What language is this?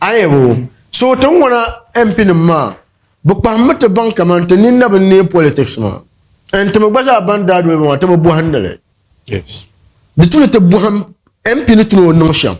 Dagbani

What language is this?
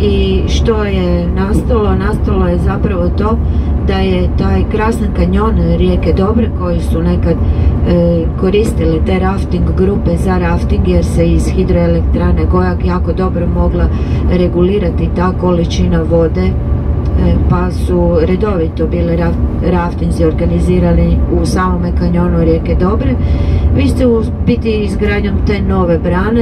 Croatian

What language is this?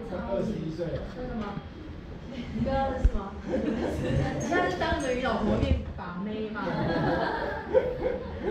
Chinese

